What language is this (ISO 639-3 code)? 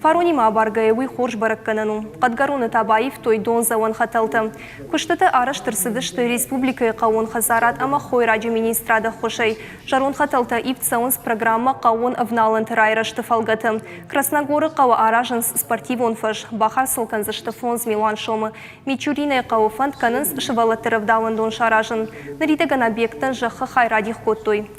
oss